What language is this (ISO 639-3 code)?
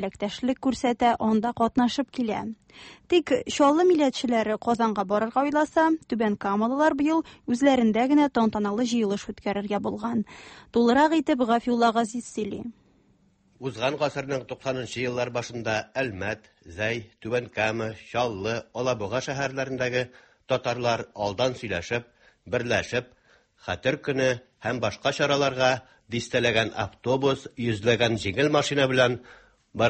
tat